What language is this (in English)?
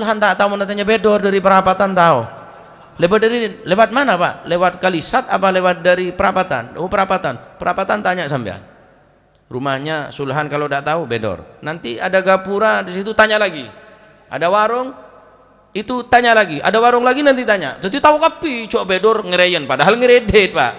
Madurese